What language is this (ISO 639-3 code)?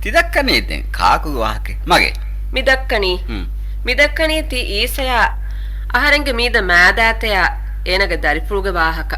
div